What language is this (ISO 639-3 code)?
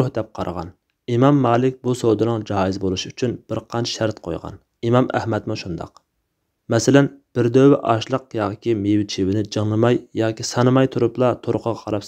uig